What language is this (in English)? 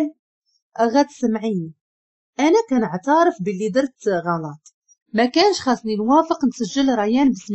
Moroccan Arabic